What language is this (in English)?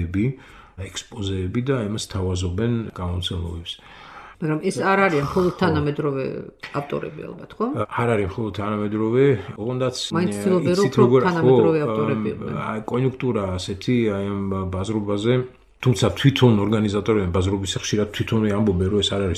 Georgian